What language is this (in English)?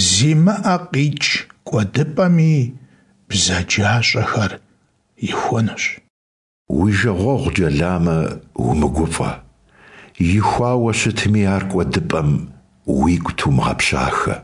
Kabardian